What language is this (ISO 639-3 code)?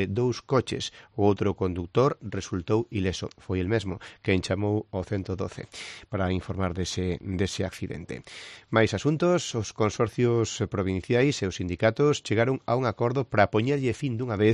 glg